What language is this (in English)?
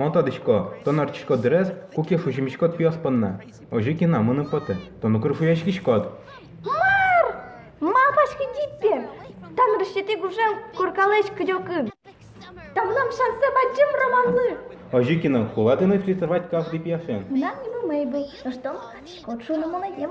Udmurt